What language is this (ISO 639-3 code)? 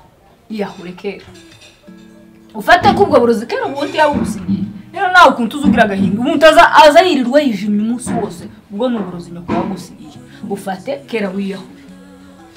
kin